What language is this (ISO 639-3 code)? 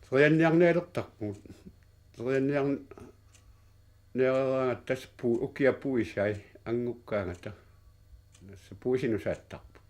kal